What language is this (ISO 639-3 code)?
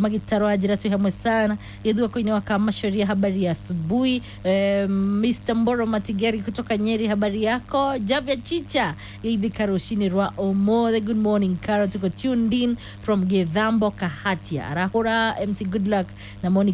kik